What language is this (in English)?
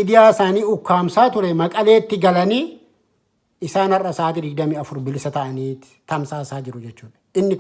Oromo